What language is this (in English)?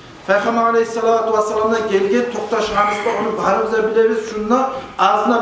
Kumyk